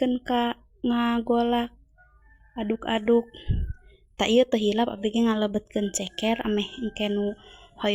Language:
Sundanese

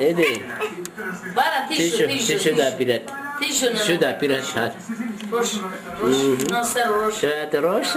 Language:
Zaza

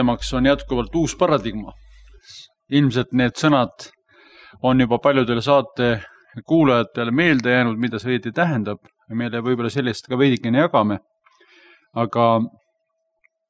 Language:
Estonian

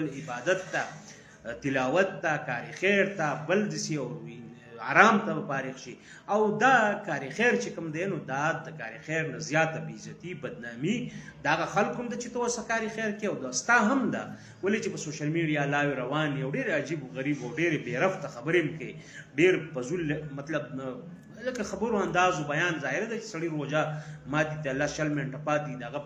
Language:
Pashto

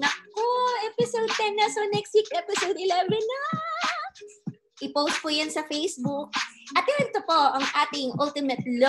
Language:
Filipino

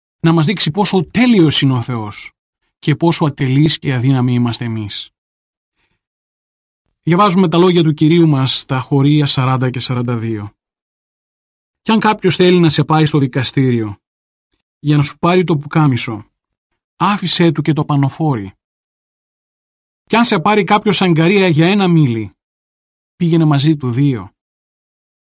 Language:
Greek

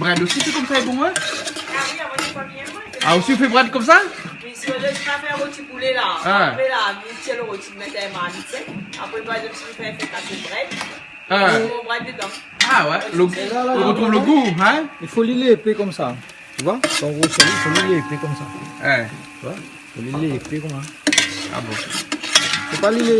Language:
Réunion Creole French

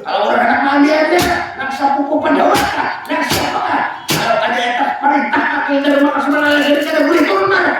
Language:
Banjar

